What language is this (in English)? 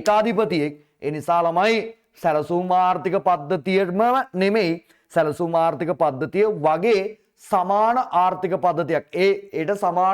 Sinhala